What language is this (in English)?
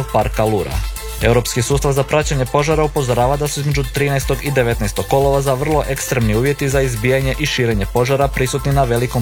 Croatian